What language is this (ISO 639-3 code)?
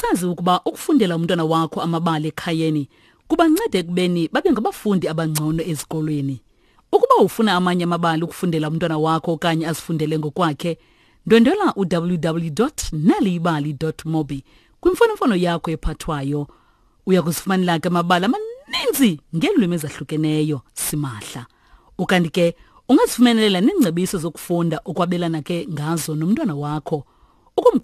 xho